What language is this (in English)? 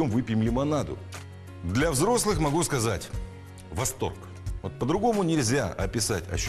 Russian